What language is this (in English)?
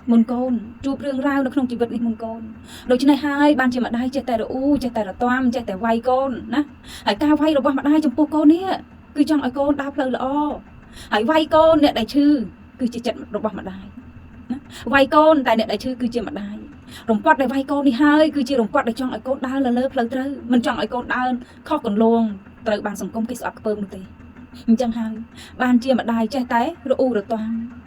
Khmer